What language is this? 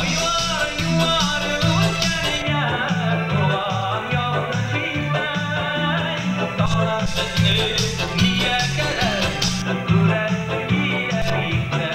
Bashkir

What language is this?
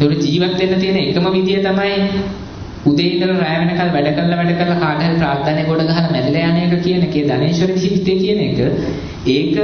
Sinhala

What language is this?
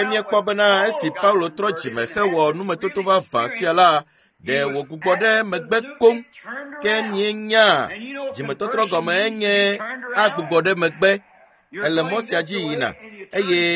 Ewe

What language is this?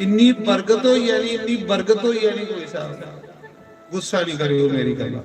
Dogri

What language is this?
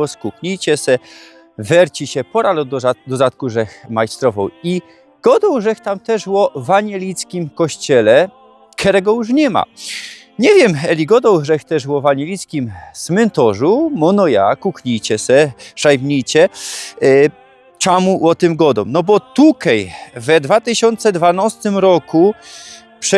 Silesian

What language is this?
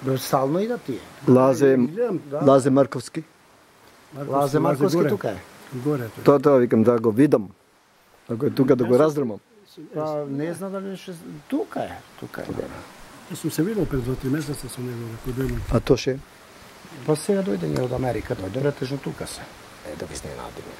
Macedonian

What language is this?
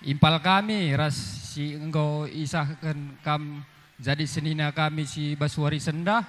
Batak Karo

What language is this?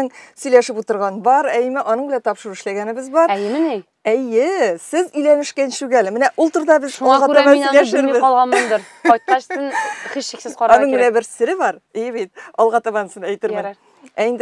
Tatar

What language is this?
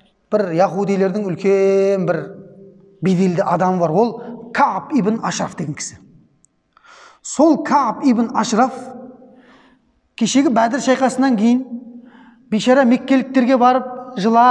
Kazakh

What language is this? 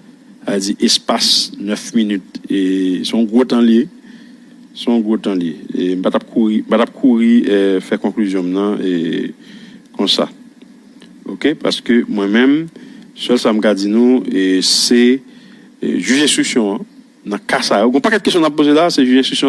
Haitian Creole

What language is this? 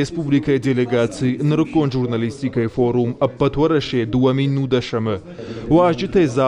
Ossetic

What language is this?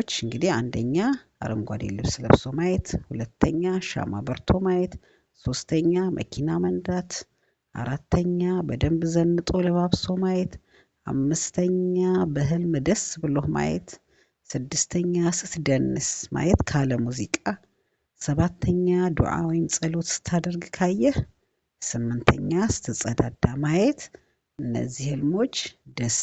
Amharic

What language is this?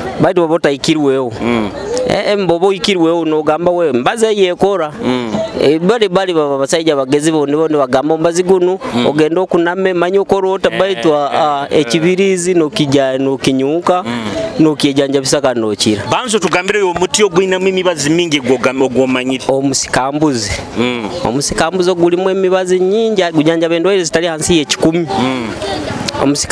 Nyoro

